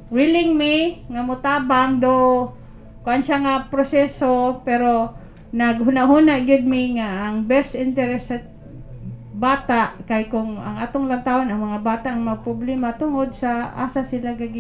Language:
Cebuano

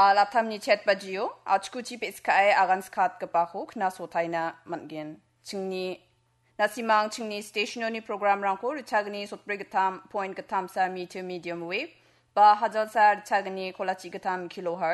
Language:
Garo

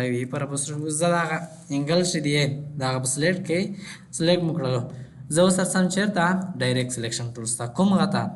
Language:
Pashto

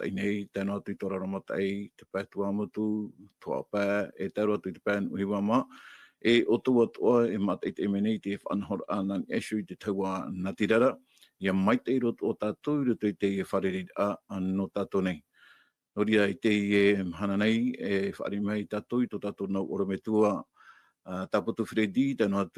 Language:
Tahitian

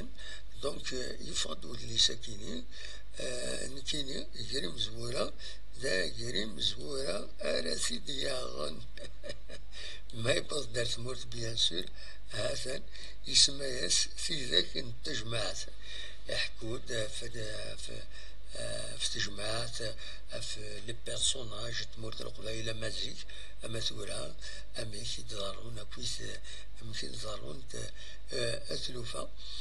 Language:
Kabyle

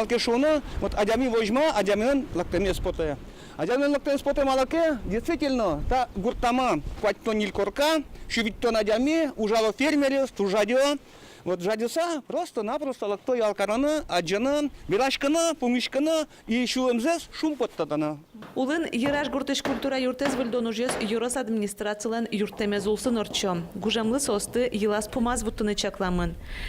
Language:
Udmurt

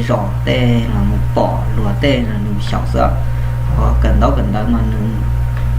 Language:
Hmong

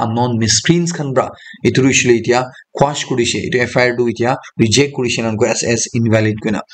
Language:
Naga Pidgin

